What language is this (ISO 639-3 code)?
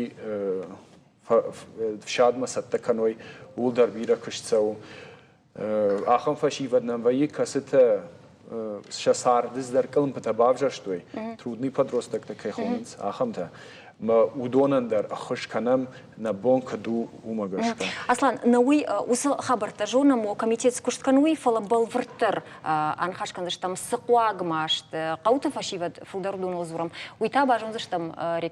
oss